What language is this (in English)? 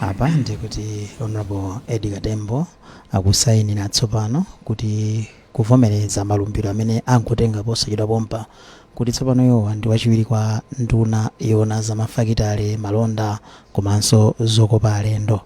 Nyanja